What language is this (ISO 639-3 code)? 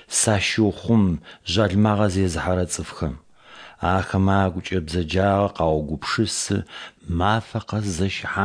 ady